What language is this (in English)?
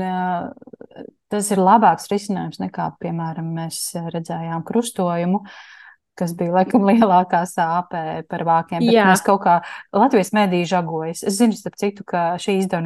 Latvian